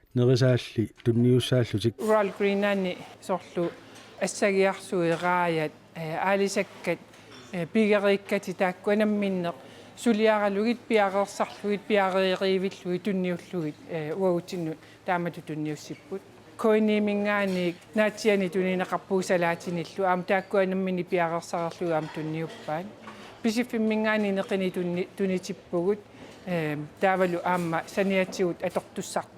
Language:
Kalaallisut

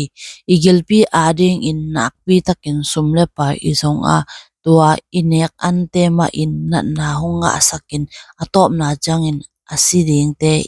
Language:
Tedim Chin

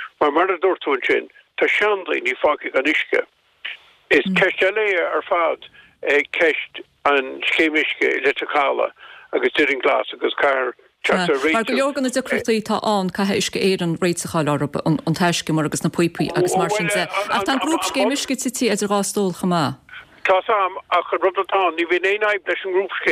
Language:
Irish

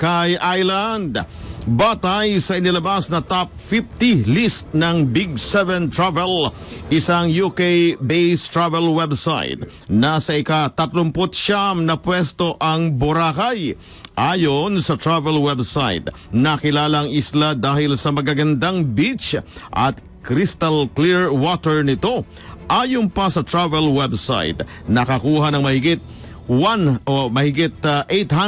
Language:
Filipino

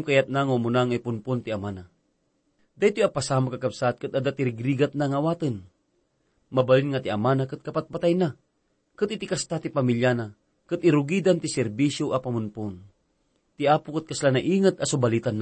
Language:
Iloko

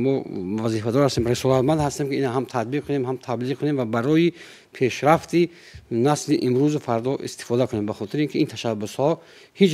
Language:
Tajik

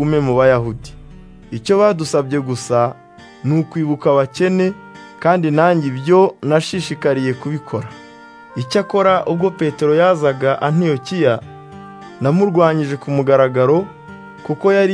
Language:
Kinyarwanda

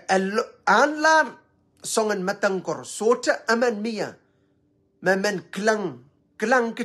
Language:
Pohnpeian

